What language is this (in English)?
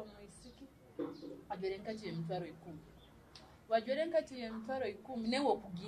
Nyoro